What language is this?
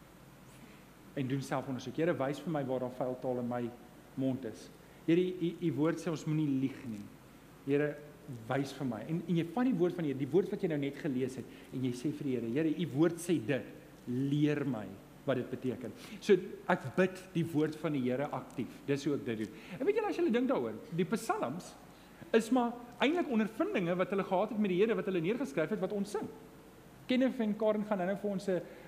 Afrikaans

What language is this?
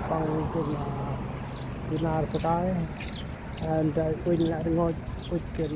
Central Mnong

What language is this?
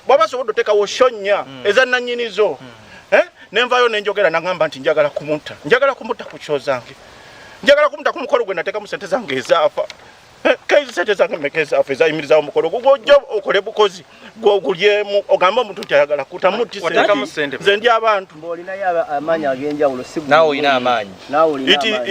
Ganda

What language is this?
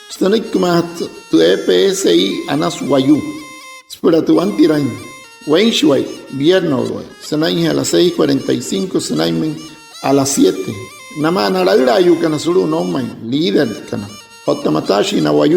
Wayuu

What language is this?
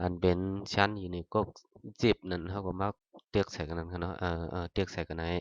Shan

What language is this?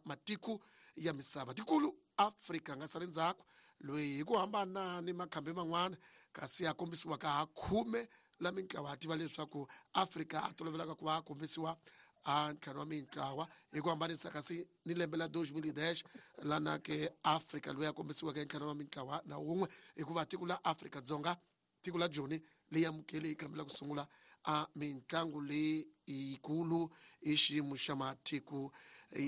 Tsonga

